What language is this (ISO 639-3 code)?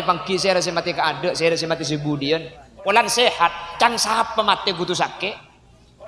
mad